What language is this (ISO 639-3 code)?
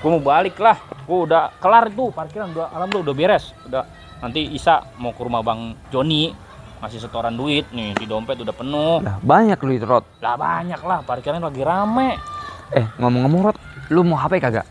bew